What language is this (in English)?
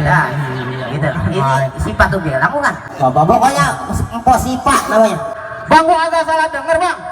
Betawi